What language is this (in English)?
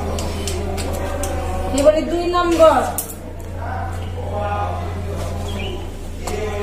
Odia